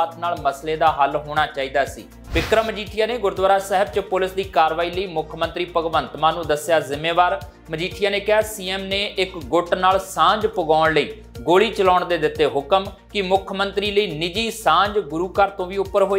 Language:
Punjabi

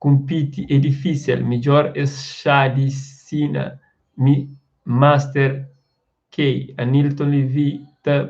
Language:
Kabuverdianu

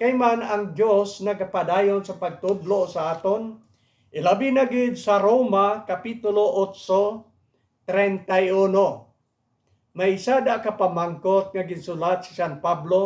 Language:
Hiligaynon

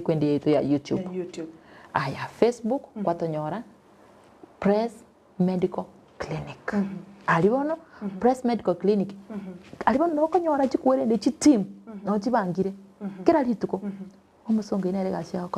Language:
Gusii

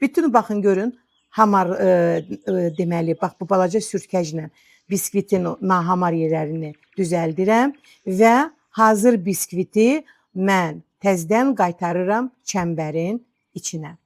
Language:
Azerbaijani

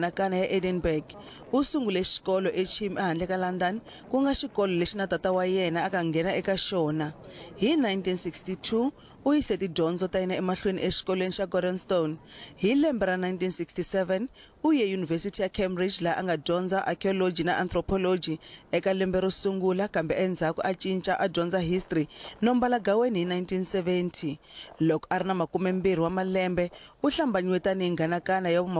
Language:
Tsonga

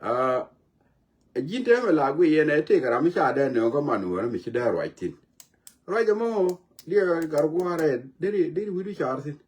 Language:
Nuer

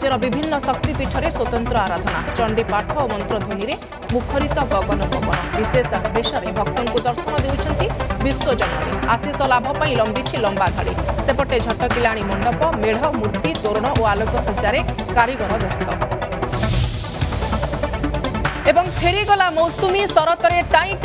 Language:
Odia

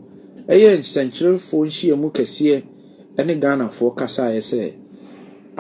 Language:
Akan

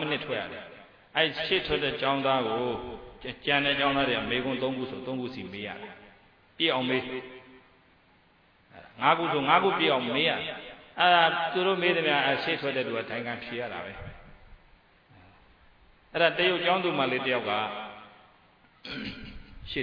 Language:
Burmese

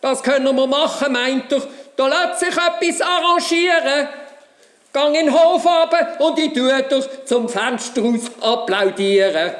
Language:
Swiss German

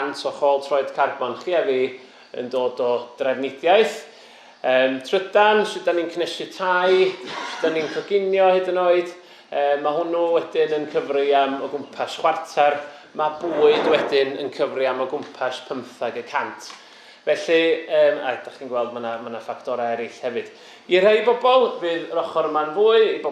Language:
Welsh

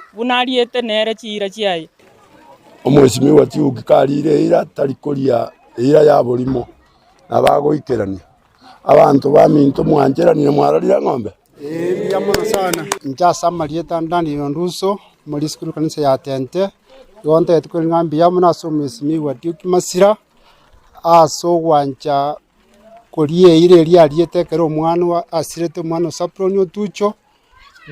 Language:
Gusii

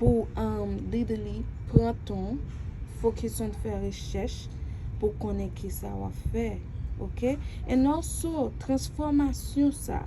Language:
Haitian Creole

